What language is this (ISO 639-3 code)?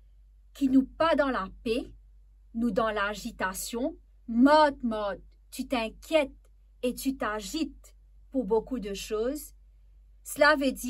mfe